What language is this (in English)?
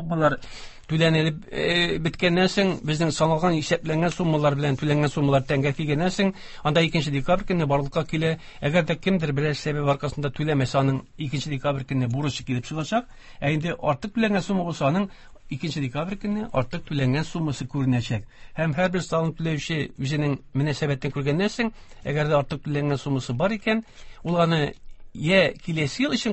Tatar